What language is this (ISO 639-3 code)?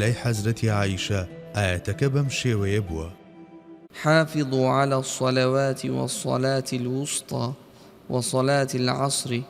ckb